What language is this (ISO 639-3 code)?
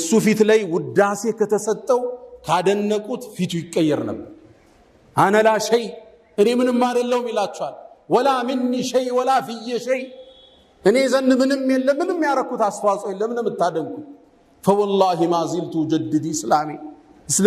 amh